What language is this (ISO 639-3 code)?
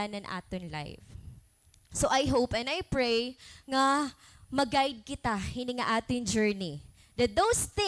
war